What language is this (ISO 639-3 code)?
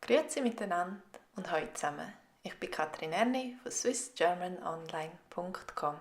gsw